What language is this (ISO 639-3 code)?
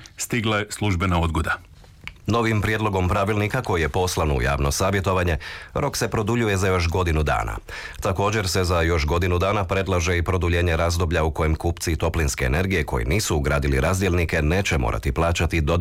hrv